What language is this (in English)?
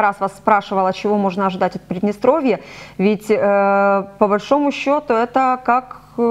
Russian